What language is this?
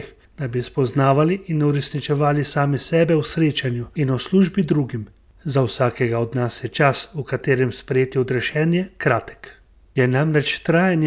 Slovenian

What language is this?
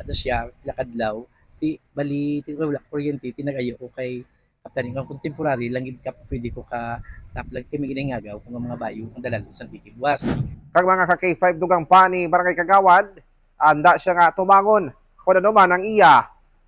Hiligaynon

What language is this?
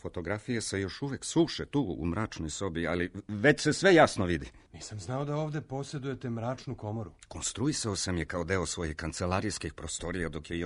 Serbian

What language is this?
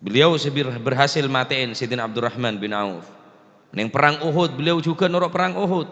Madurese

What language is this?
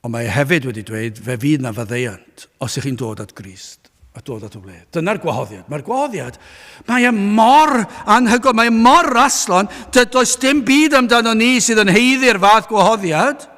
Welsh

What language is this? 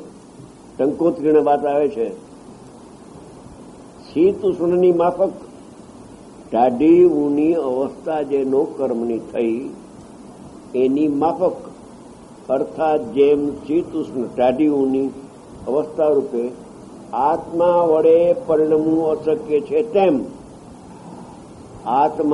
Gujarati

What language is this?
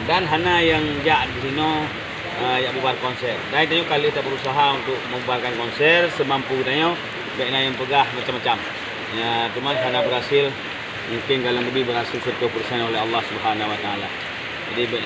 Achinese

